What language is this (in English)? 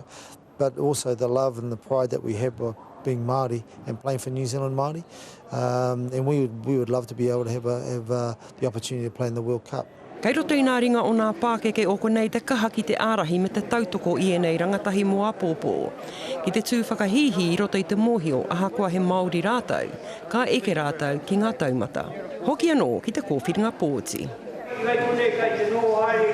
Māori